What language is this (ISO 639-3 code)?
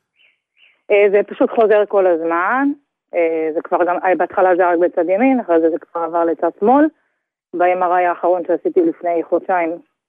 heb